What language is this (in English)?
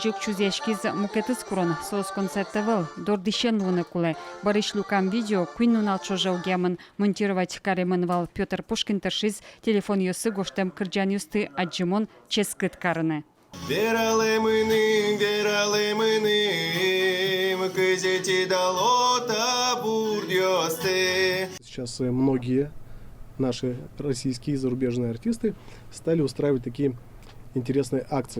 Udmurt